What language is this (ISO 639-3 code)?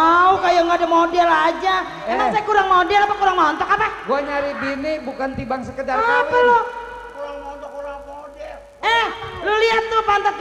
bew